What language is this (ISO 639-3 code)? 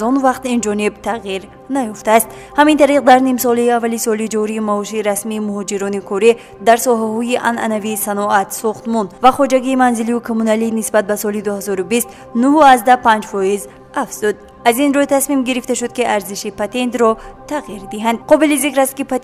tgk